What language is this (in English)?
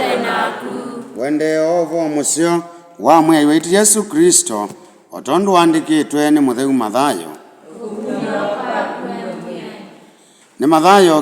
Kamba